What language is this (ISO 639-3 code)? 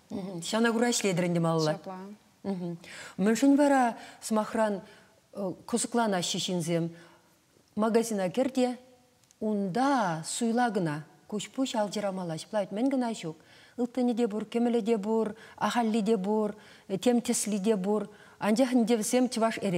chv